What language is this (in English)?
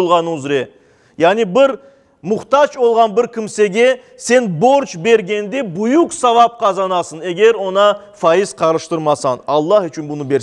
Crimean Tatar